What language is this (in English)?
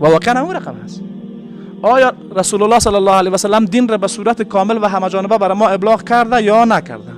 Persian